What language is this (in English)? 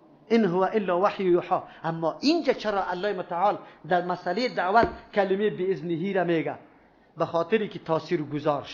Persian